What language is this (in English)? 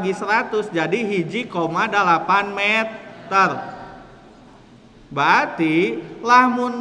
Sundanese